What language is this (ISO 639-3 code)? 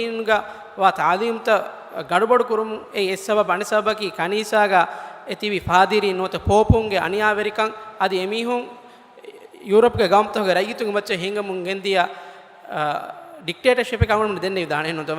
div